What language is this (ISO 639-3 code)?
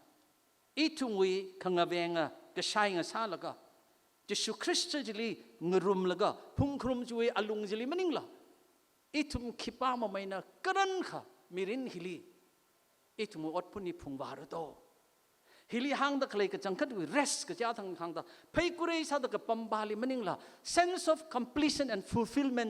nmf